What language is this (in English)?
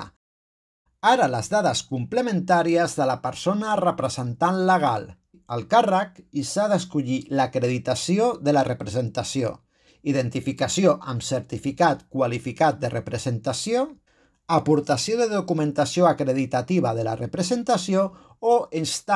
Catalan